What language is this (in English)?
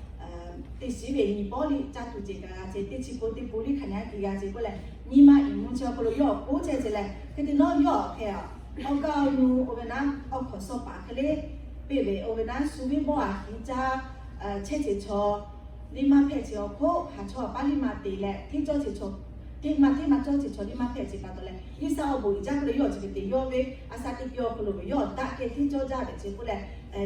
Lahu